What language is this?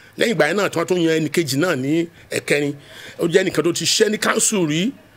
Yoruba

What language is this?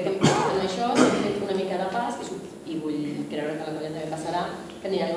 Catalan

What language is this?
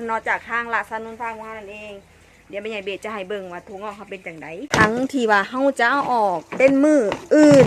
Northeastern Thai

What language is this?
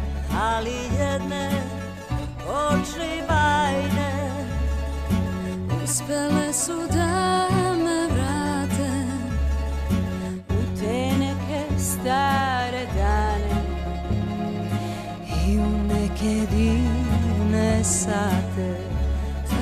Serbian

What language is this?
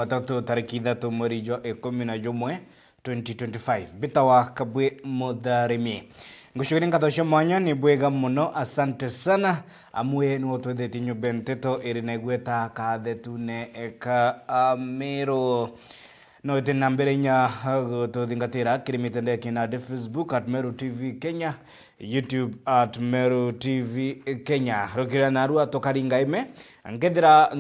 Meru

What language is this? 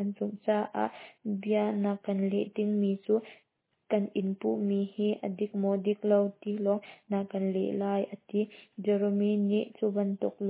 Hakha Chin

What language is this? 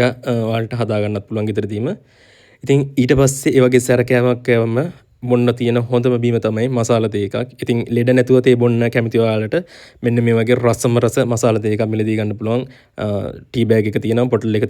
Sinhala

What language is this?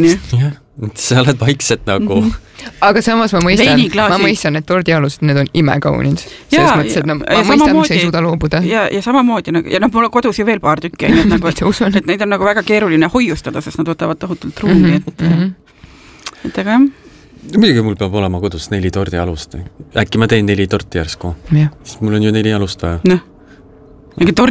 Estonian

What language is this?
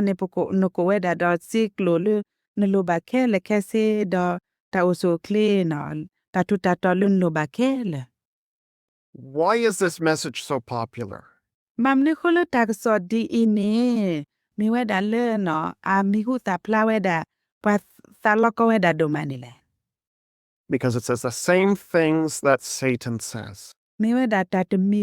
S'gaw Karen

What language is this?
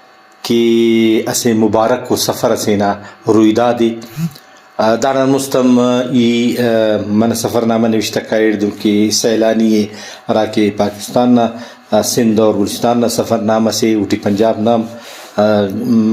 Brahui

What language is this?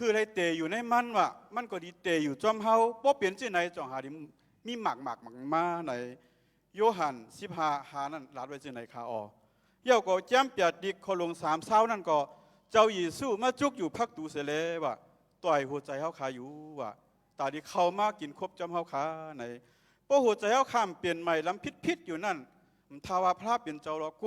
Shan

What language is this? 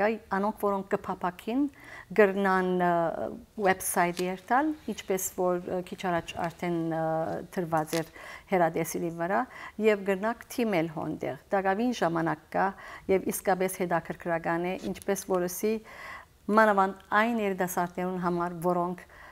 Western Armenian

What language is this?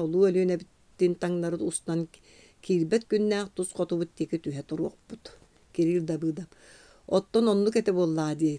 Yakut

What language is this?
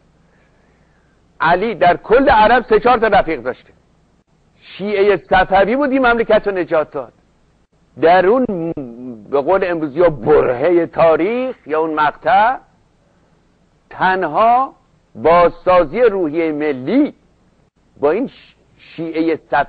Persian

